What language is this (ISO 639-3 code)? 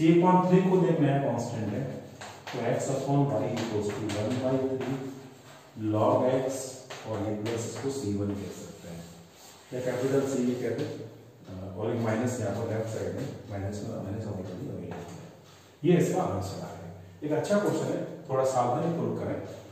hin